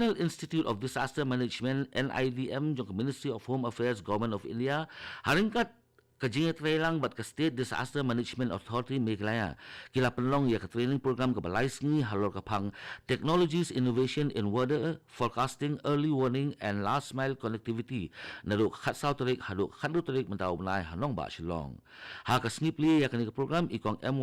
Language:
Khasi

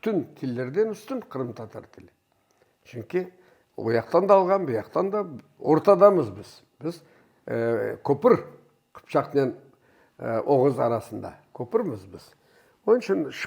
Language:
Crimean Tatar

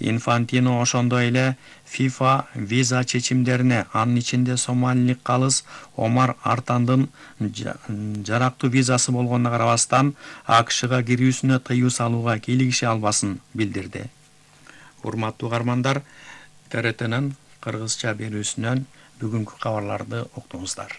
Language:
Kyrgyz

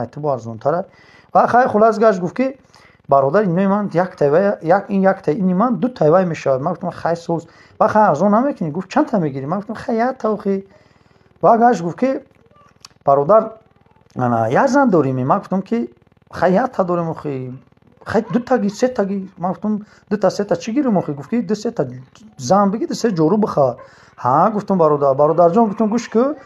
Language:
Tajik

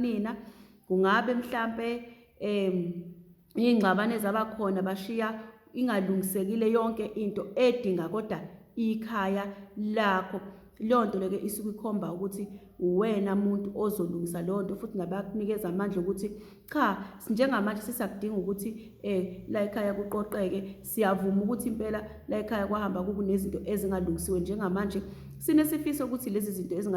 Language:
Zulu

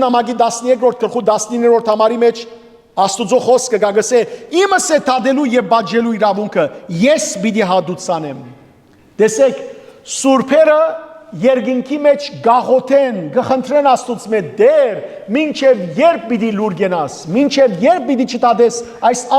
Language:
Western Armenian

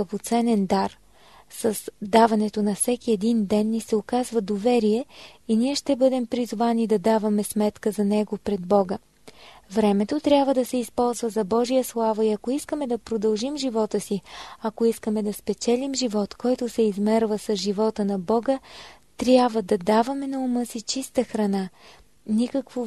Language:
Bulgarian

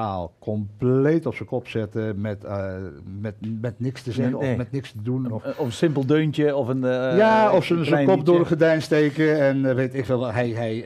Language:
Dutch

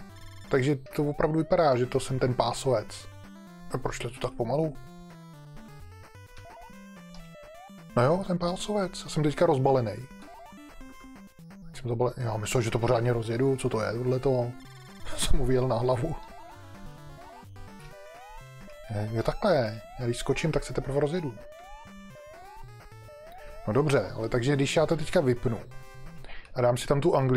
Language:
Czech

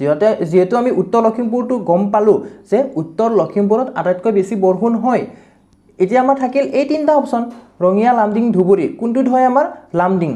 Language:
Assamese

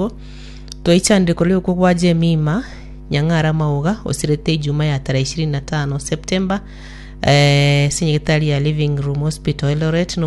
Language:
Gusii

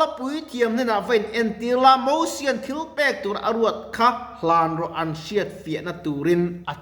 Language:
Mizo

